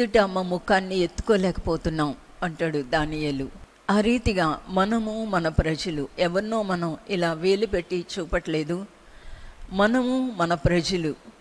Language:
Telugu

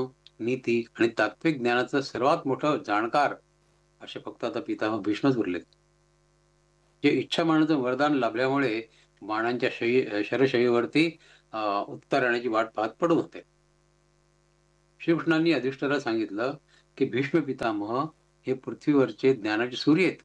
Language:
Marathi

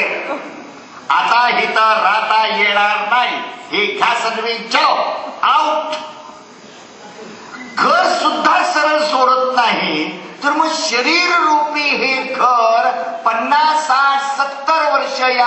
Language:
Marathi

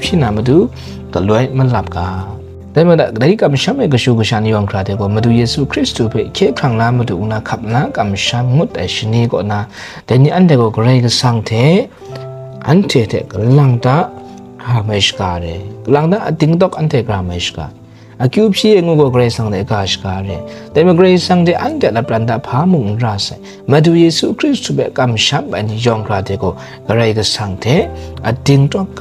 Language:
Kachin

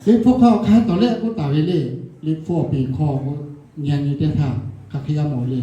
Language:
Lahu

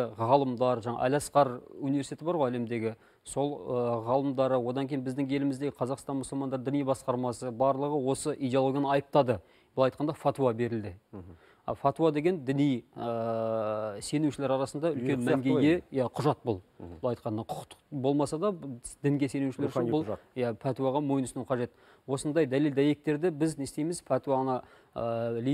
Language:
Kazakh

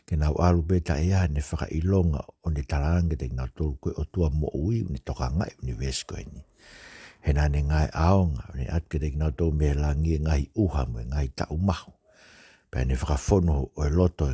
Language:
Tongan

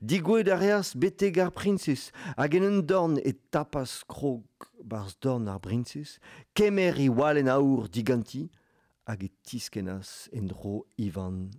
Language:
Breton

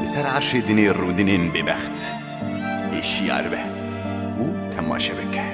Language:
Kurdish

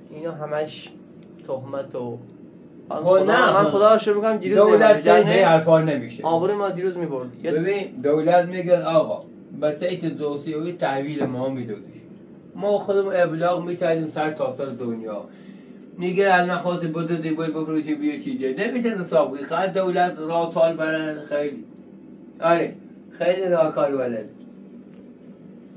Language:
Persian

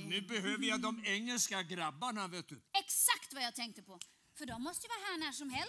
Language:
Swedish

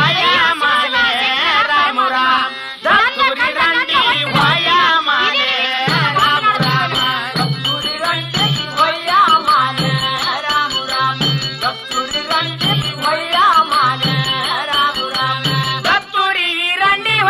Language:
Kannada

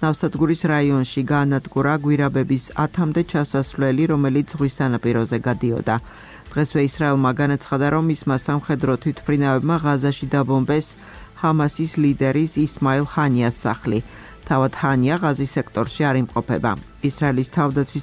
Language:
Georgian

